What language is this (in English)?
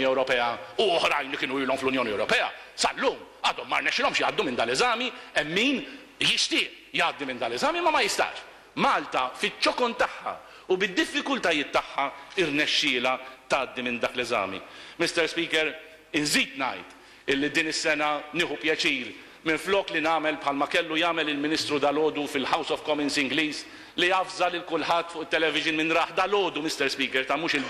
Maltese